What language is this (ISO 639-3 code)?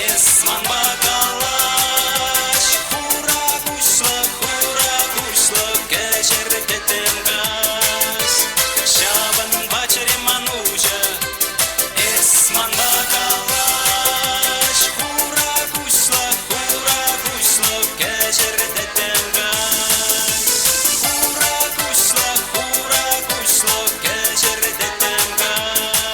chv